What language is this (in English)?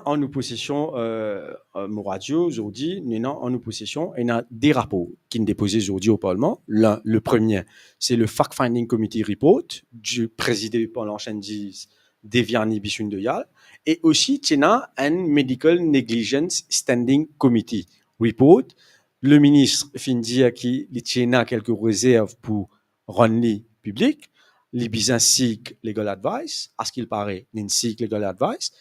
Morisyen